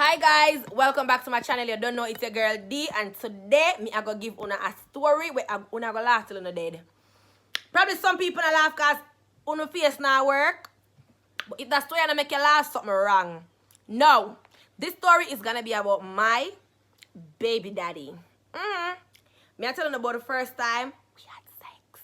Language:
Jamaican Creole English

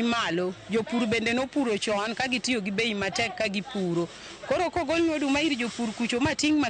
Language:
Luo (Kenya and Tanzania)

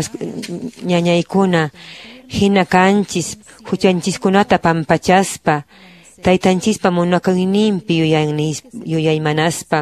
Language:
Quechua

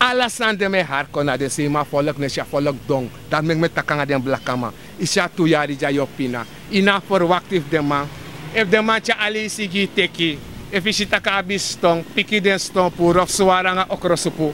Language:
Sranan Tongo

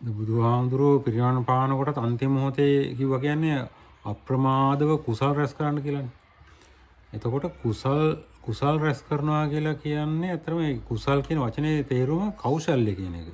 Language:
Sinhala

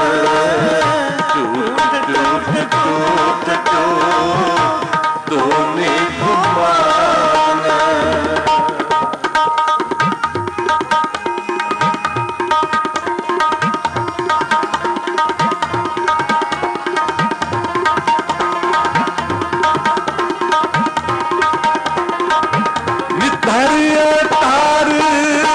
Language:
Punjabi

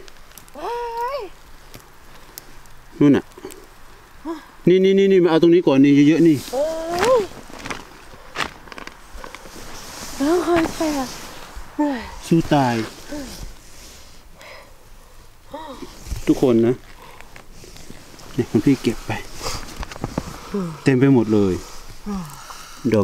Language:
Thai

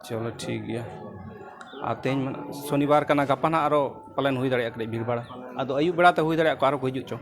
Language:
Santali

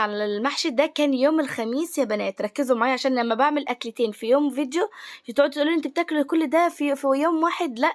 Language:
Egyptian Arabic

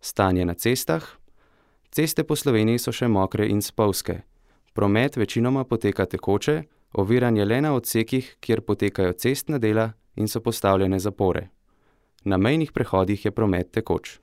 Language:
Slovenian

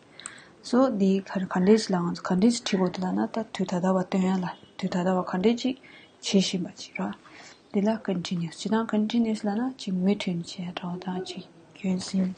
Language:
Tibetan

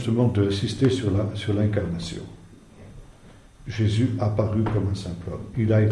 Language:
French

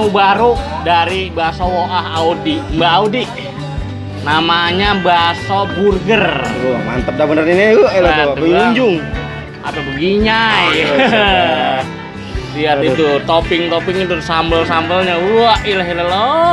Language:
Betawi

